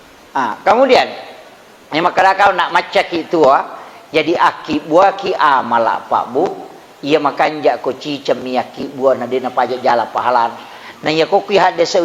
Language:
Buginese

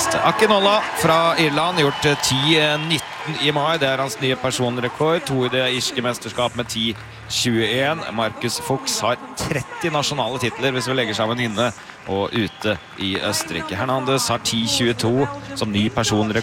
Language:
Norwegian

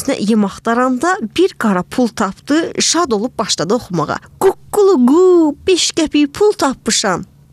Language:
Azerbaijani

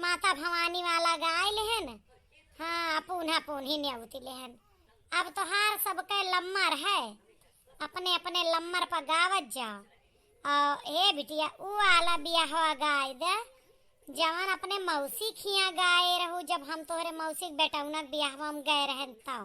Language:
Awadhi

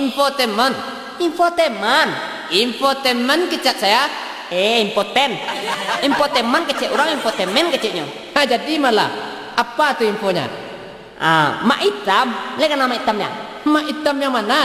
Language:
Minangkabau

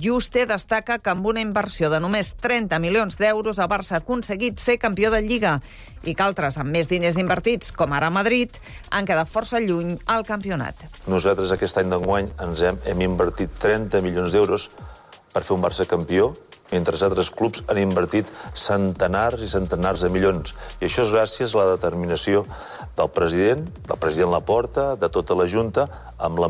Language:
Catalan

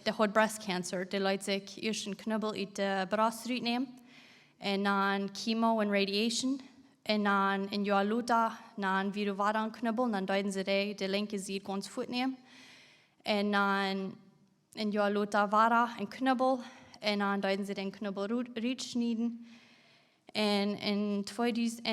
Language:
Plautdietsch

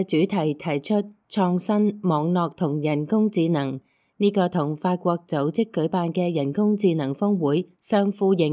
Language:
Cantonese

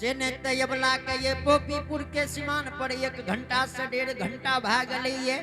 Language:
Angika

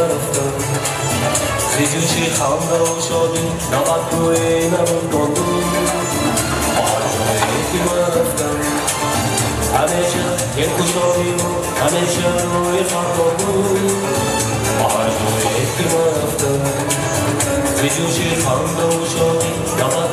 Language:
Persian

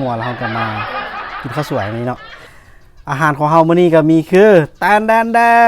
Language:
Northeastern Thai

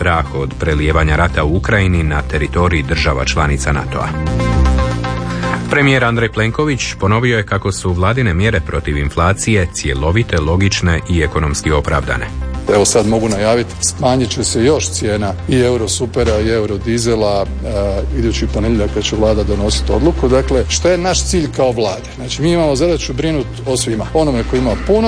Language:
Croatian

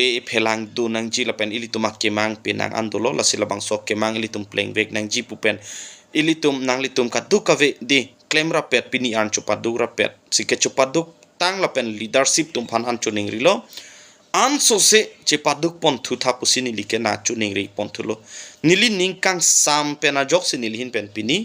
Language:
Karbi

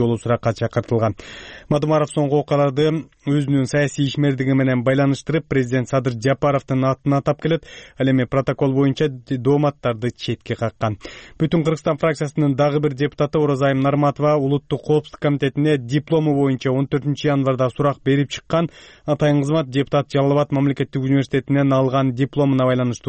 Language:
Kyrgyz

